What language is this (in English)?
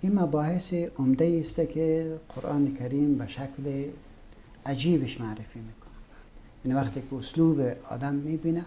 Persian